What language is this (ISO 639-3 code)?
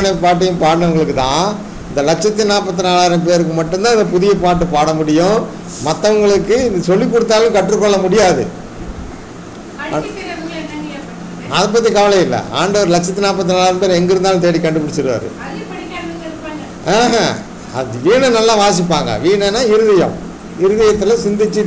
tam